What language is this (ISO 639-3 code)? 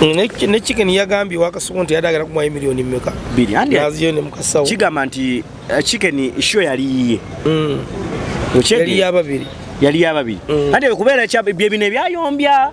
lug